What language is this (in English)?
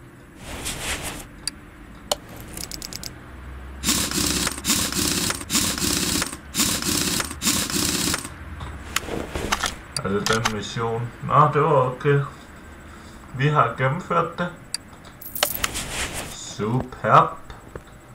Danish